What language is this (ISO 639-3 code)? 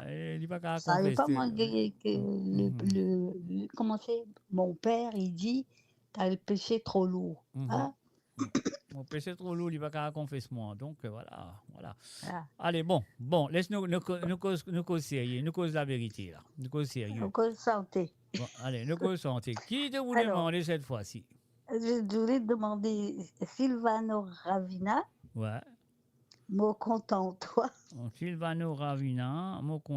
mfe